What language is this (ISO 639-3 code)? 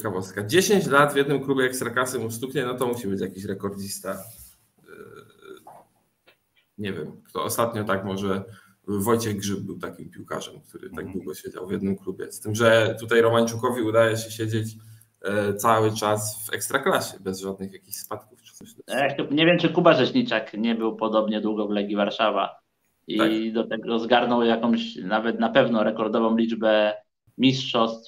pol